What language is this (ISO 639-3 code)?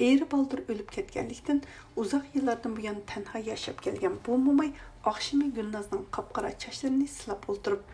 uig